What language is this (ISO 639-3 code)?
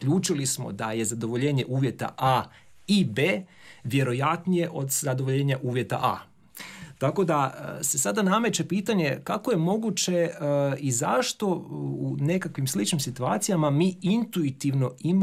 hrv